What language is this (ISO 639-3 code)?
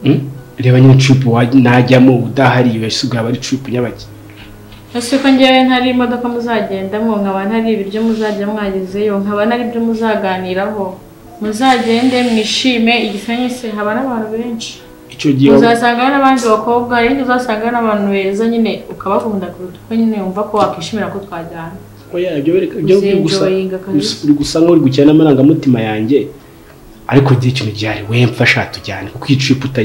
kin